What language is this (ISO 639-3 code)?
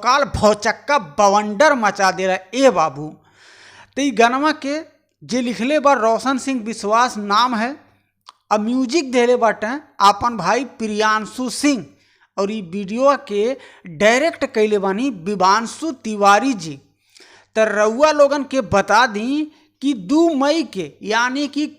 bho